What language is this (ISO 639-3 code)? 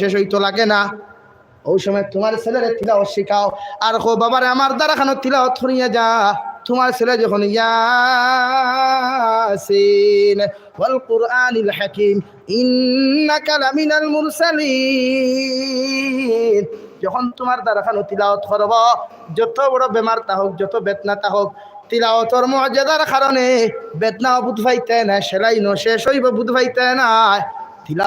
syl